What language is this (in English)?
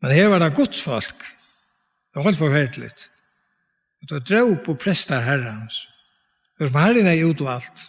Faroese